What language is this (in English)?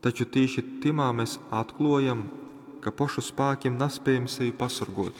Latgalian